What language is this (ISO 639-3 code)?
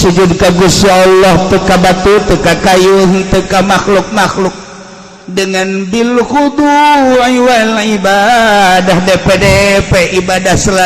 sun